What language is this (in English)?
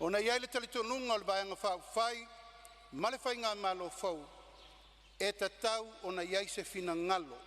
Samoan